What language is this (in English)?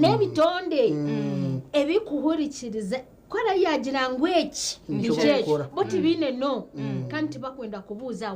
Nyankole